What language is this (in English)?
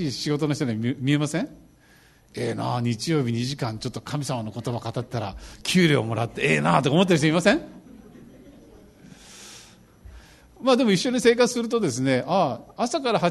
Japanese